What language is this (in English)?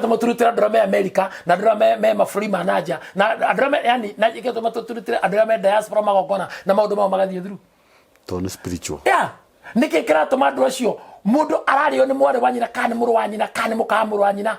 Kikuyu